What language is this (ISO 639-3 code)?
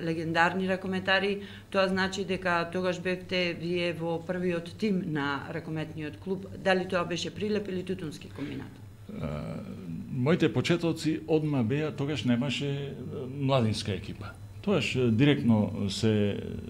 mkd